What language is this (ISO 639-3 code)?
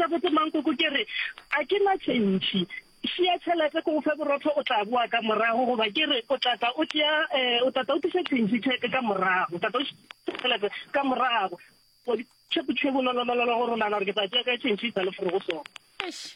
nso